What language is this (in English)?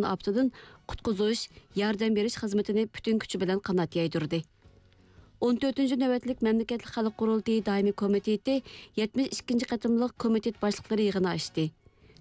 Uyghur